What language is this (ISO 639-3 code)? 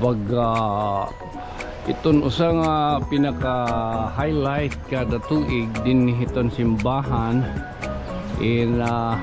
war